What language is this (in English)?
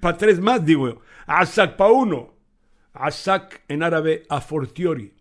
Ladino